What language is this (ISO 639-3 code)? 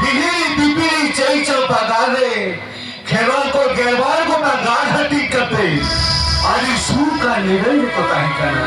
sat